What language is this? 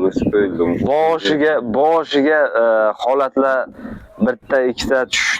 Uzbek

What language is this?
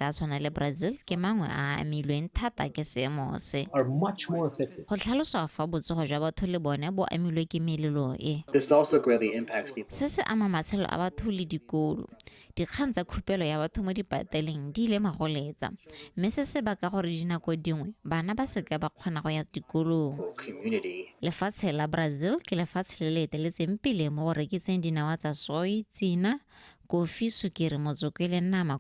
Tswana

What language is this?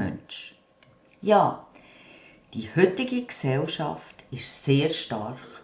Swiss German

